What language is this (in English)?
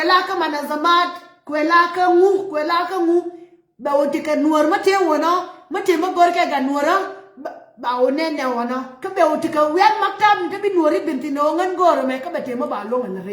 Nuer